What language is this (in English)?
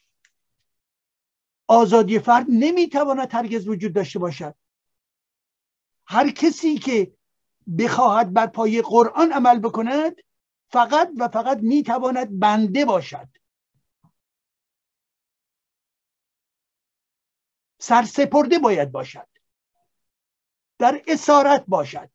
Persian